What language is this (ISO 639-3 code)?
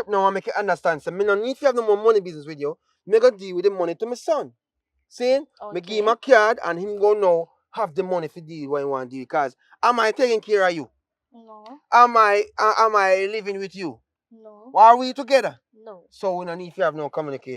jam